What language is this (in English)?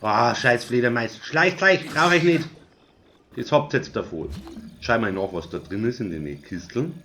Bavarian